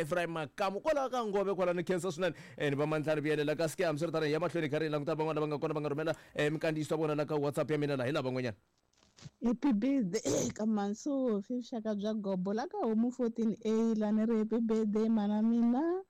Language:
Tsonga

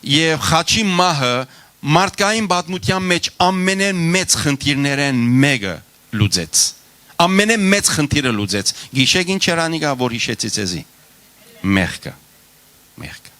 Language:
Western Armenian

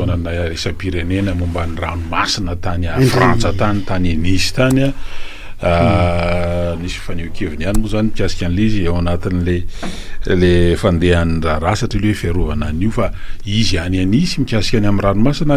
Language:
Malagasy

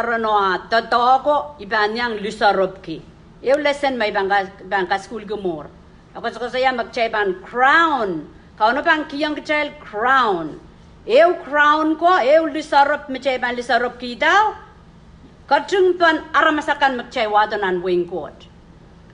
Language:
Pohnpeian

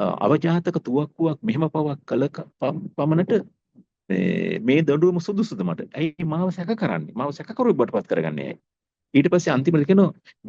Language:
Sinhala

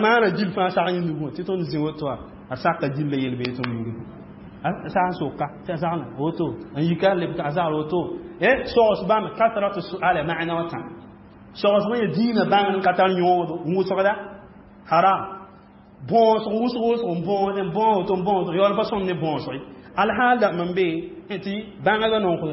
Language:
Mossi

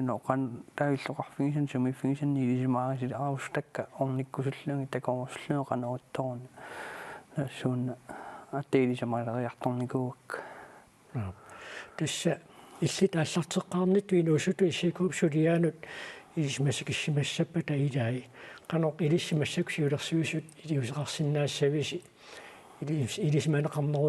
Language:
Kalaallisut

